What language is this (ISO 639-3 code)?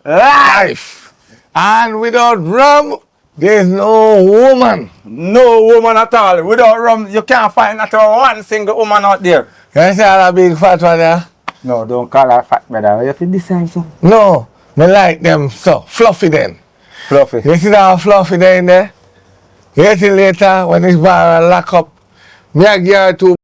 jam